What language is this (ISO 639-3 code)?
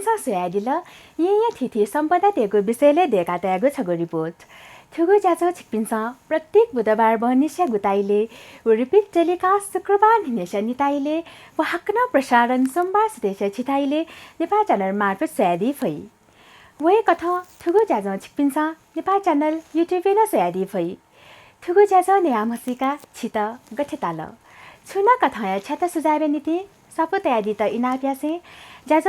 new